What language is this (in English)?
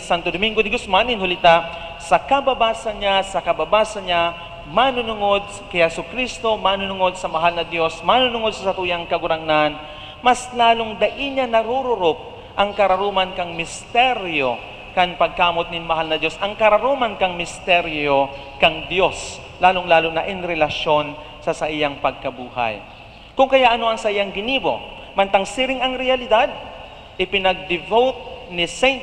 Bikol